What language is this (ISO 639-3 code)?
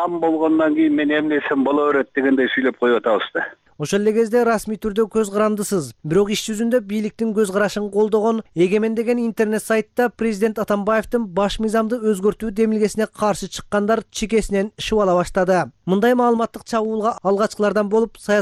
kir